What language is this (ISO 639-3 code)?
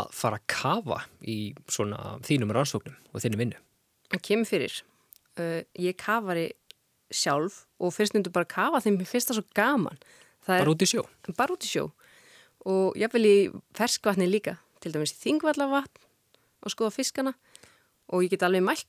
isl